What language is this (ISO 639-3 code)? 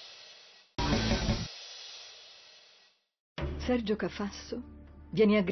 ita